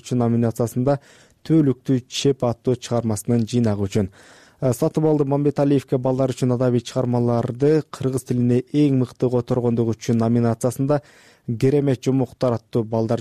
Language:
Kyrgyz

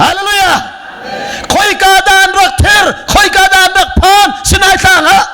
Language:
Hakha Chin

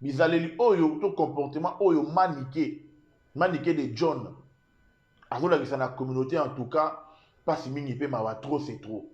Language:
Lingala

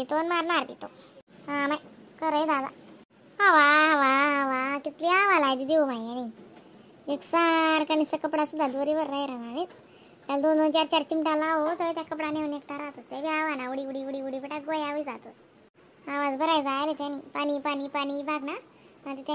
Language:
Khandesi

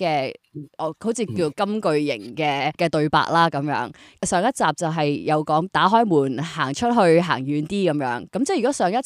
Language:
Cantonese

